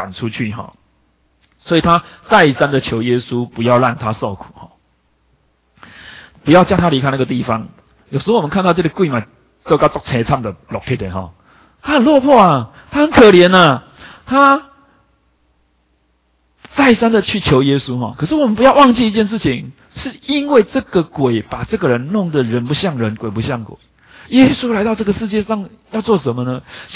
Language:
Chinese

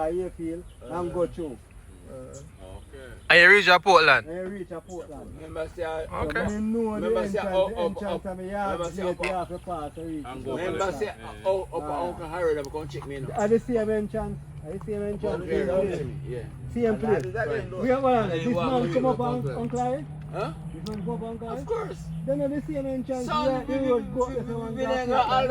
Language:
Jamaican Creole English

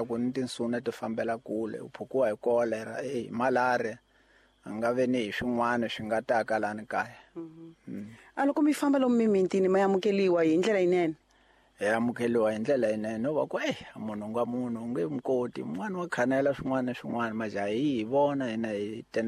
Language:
Tsonga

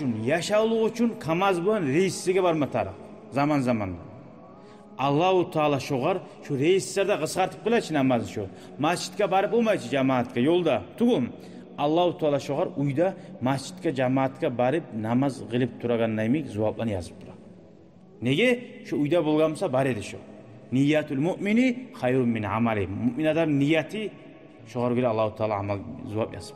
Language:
Kumyk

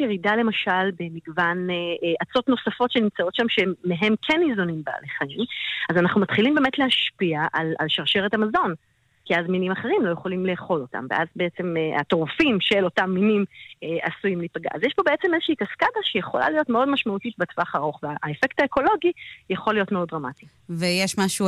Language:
Hebrew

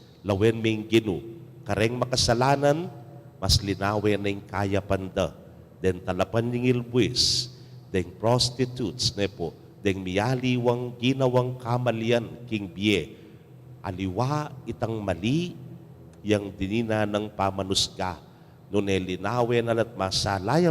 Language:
Pampanga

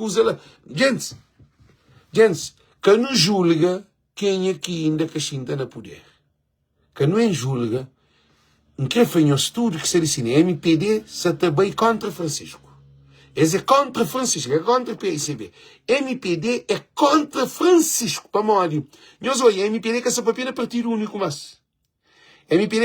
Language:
Kabuverdianu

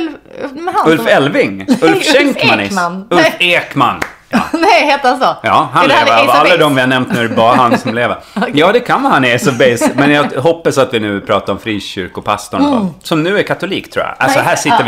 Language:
Swedish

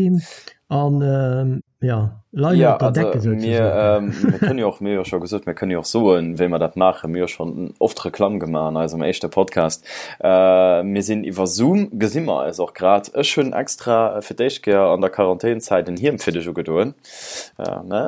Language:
Luxembourgish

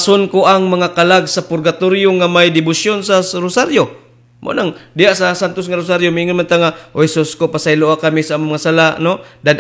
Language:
Cebuano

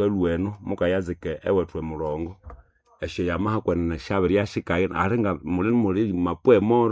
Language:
Nande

